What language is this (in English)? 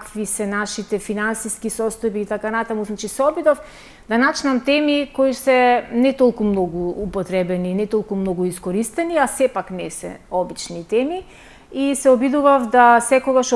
Macedonian